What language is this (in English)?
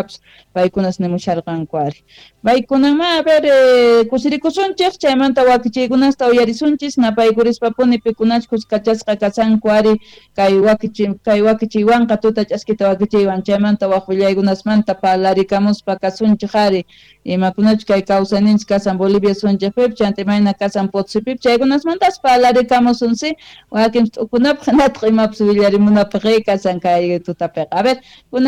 Quechua